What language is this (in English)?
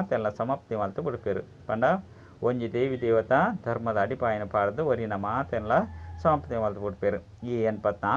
Tulu